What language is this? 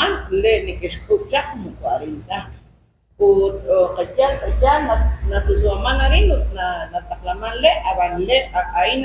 Kekchí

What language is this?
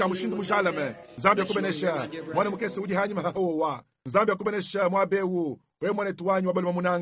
Luba-Lulua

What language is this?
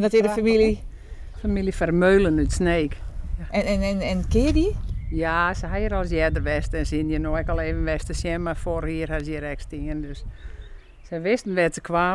Western Frisian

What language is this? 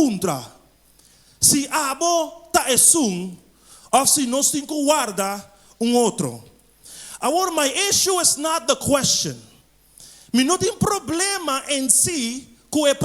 Papiamento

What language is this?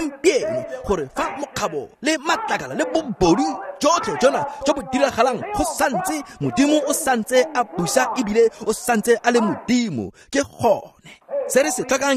Tswana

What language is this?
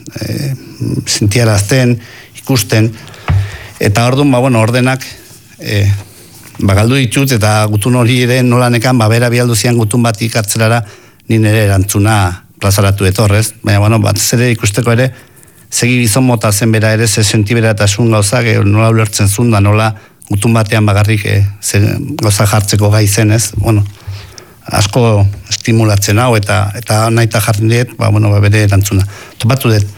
Basque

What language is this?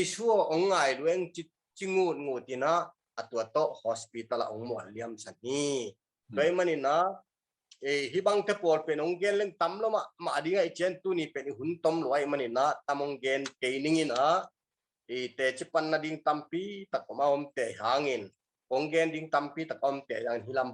Tedim Chin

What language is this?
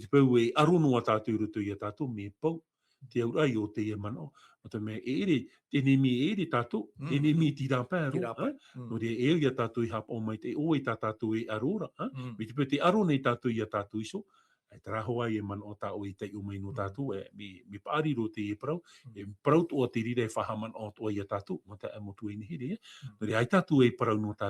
Tahitian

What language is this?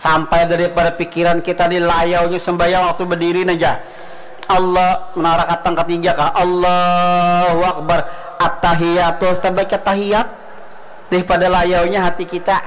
Banjar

